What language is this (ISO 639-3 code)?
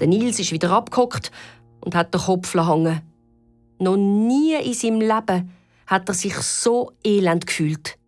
gsw